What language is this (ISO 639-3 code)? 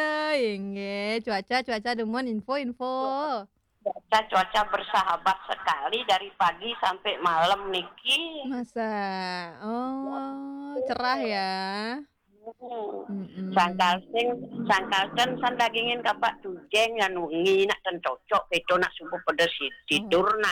ban